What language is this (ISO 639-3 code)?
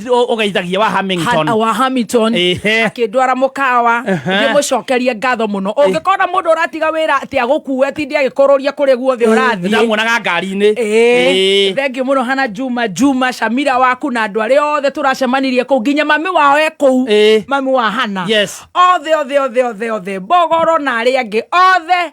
kik